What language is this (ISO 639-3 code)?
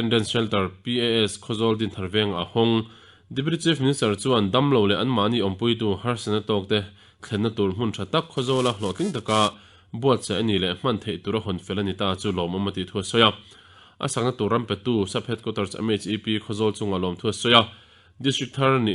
lus